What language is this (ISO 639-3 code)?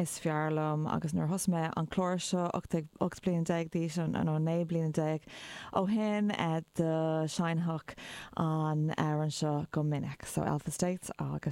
gle